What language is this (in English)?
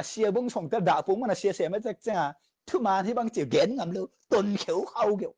Tedim Chin